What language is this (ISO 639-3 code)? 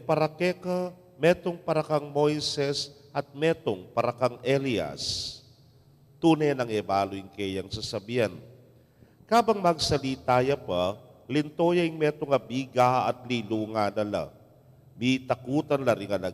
pam